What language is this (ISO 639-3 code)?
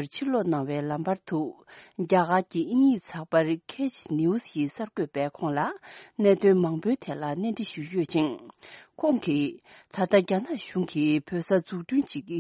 bod